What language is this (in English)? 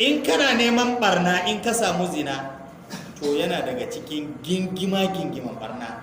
Hausa